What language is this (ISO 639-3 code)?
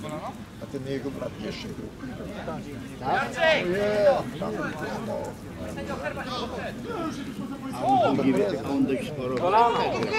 pol